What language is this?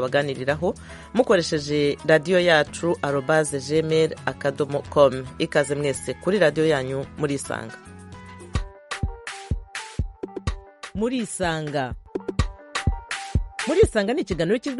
Kinyarwanda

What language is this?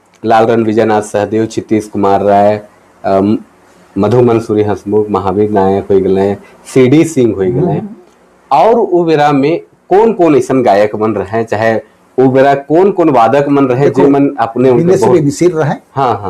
Sadri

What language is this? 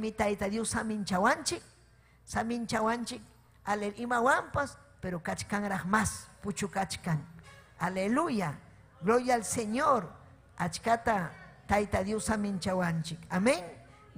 Ayacucho Quechua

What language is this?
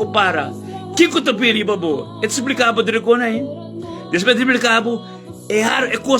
Papiamento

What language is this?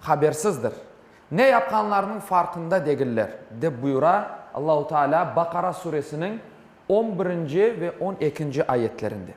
Crimean Tatar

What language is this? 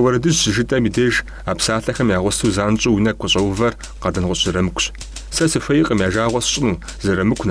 Kabardian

